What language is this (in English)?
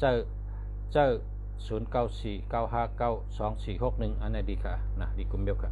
Shan